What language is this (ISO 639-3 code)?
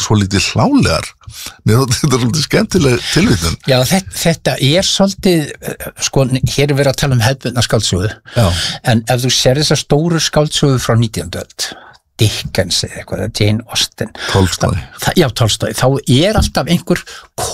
isl